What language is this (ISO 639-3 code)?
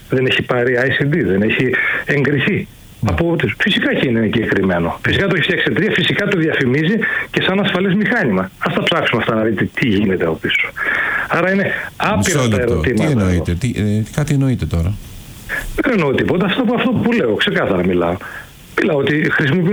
ell